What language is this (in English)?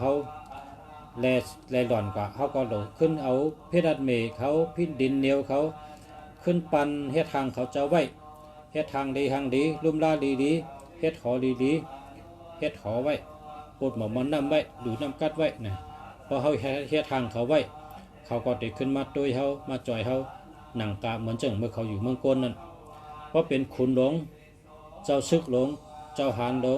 Shan